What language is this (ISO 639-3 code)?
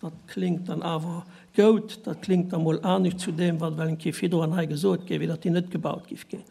ltz